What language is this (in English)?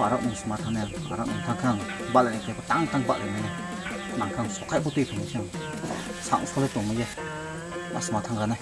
Riang (India)